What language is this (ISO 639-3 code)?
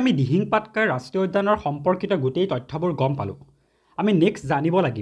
asm